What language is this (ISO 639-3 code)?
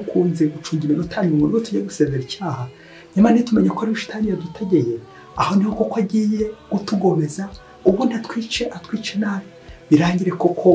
kin